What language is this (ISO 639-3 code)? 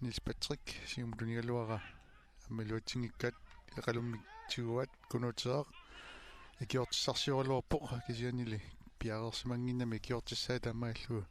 kal